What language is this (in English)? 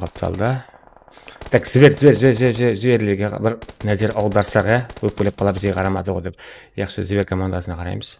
Kara-Kalpak